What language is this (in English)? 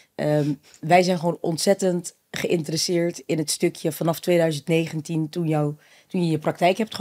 Dutch